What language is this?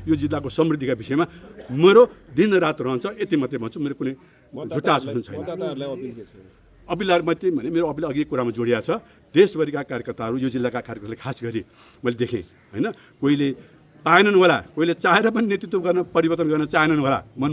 Nepali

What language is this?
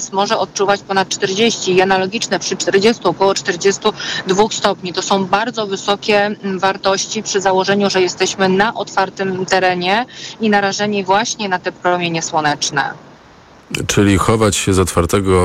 Polish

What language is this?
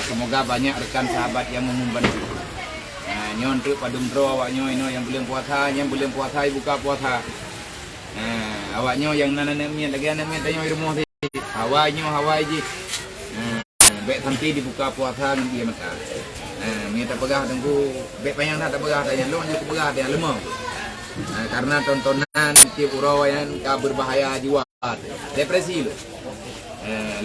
Achinese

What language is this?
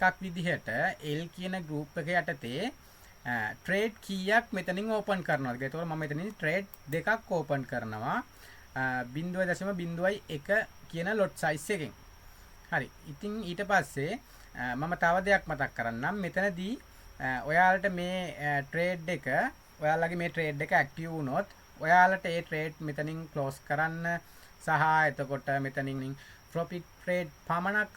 Sinhala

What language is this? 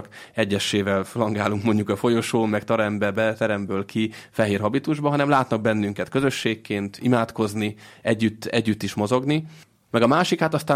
Hungarian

